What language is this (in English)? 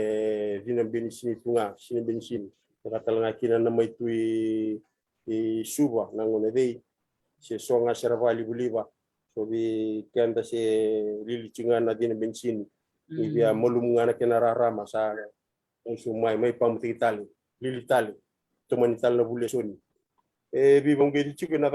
Fijian